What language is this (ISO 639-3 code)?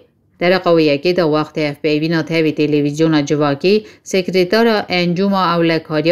kur